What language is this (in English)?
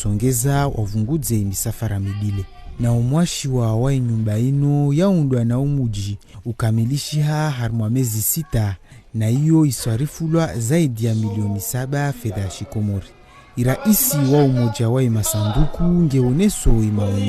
Ngazidja Comorian